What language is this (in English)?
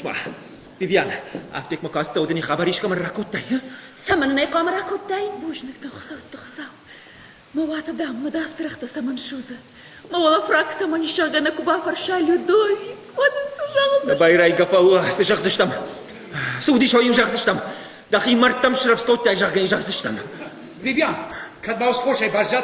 Ossetic